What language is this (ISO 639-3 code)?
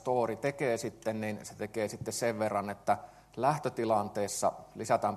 fin